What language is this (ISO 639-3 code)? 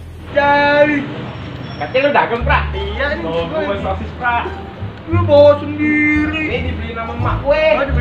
bew